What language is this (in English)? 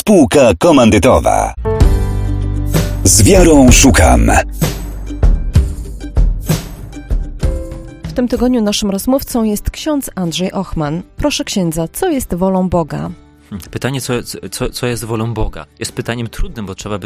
Polish